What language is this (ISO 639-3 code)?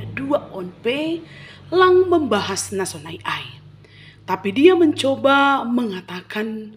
bts